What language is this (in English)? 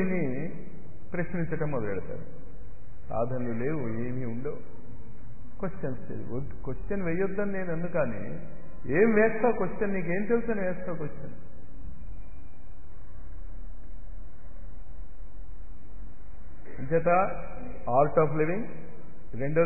Telugu